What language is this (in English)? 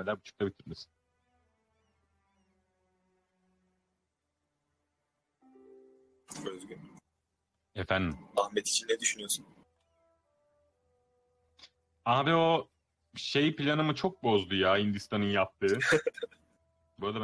Turkish